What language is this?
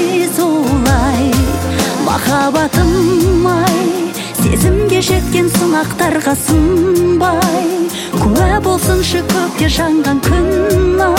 Kazakh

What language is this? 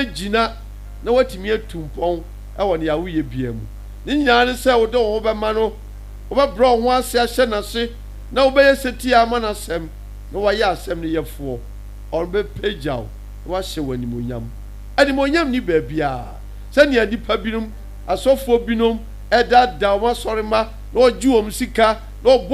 Akan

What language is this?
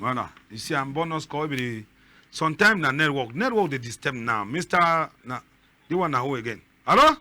Cameroon Pidgin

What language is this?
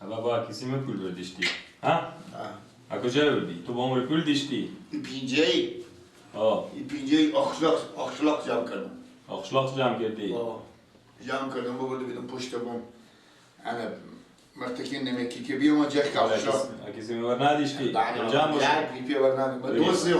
Persian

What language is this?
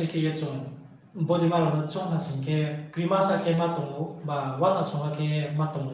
Riang (India)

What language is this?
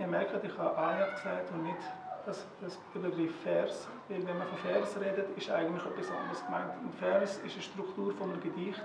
Swiss German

